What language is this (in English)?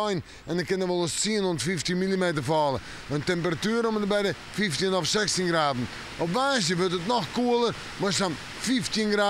Western Frisian